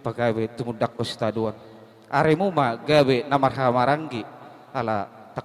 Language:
Batak Toba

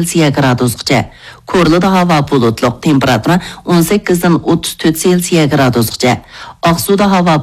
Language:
Uyghur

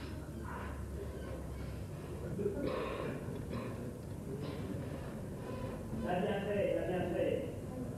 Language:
French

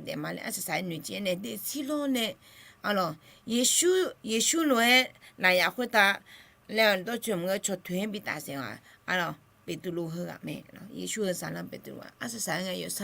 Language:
Akha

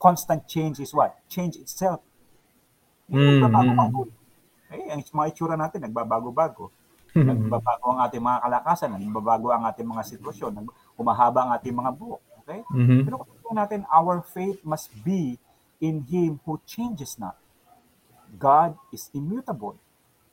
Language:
Filipino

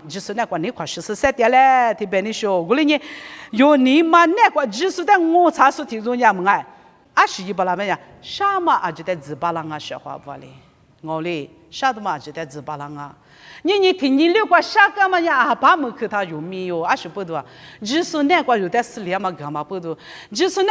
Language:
Lisu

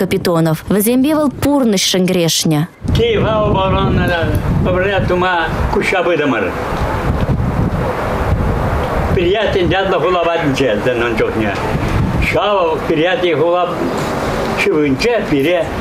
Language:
Chuvash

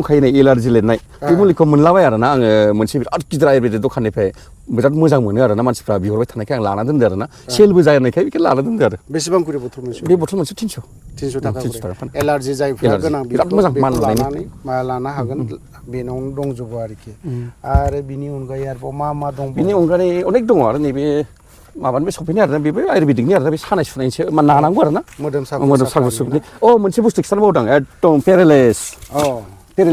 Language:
Bodo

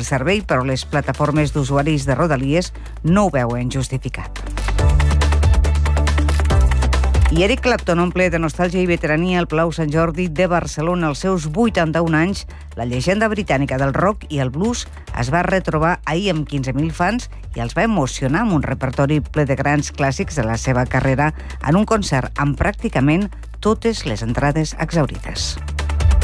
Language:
Catalan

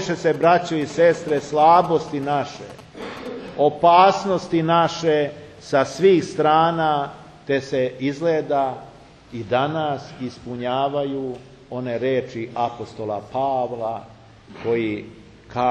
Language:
Serbian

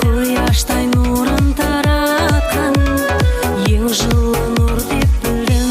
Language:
Kara-Kalpak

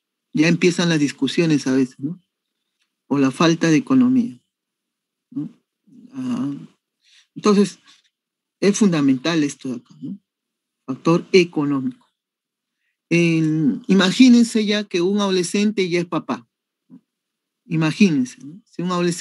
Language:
Spanish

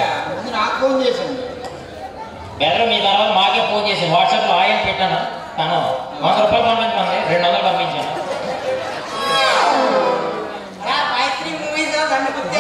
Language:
Telugu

